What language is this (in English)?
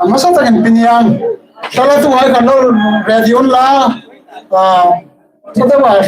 Hmar